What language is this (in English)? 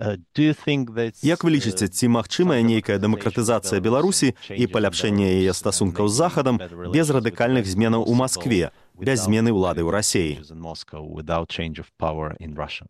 Belarusian